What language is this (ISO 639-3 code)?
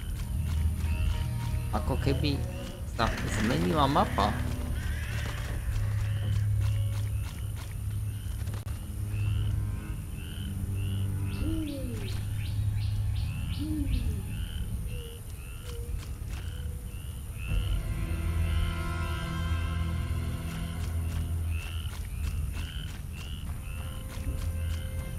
slk